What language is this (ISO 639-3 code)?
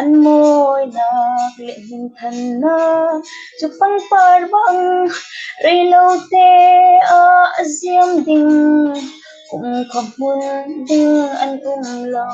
cfm